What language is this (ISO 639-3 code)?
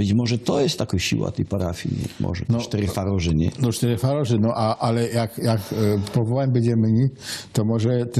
szl